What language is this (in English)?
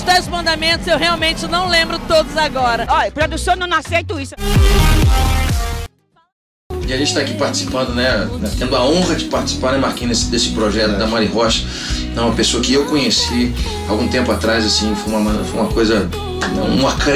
Portuguese